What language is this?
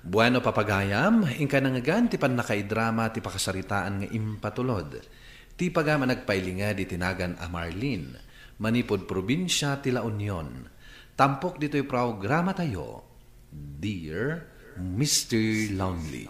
Iloko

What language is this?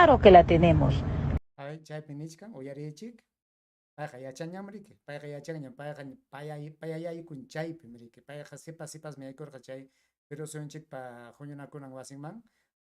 Ayacucho Quechua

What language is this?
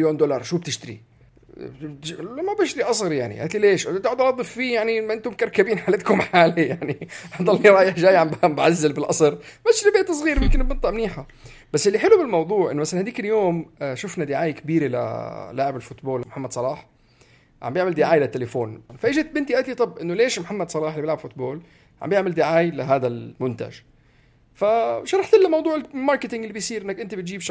North Levantine Arabic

